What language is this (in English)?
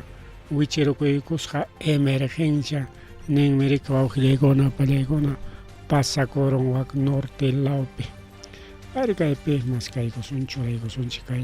Ayacucho Quechua